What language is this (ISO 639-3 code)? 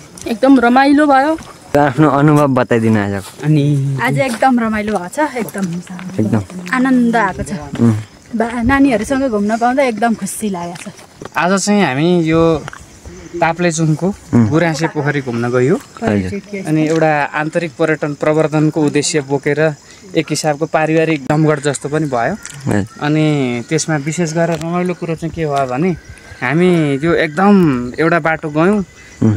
nep